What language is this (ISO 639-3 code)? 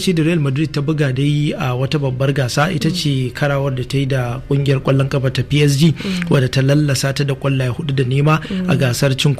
hau